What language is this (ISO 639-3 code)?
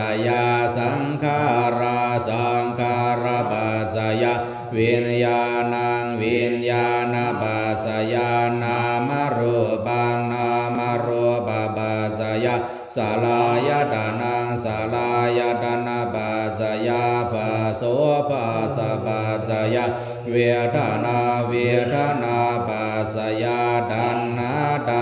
pli